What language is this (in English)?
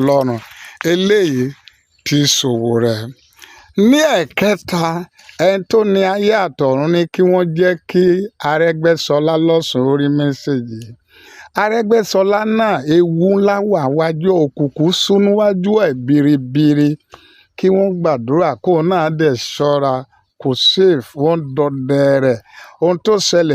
Yoruba